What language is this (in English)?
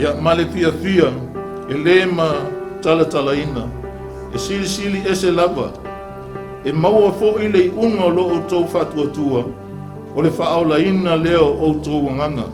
Samoan